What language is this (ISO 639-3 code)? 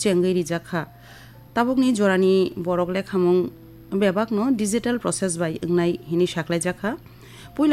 trp